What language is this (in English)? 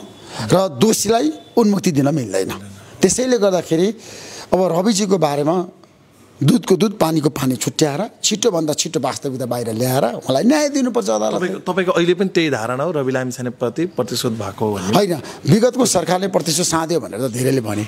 Nepali